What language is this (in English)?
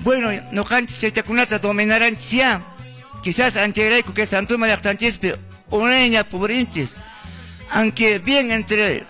Quechua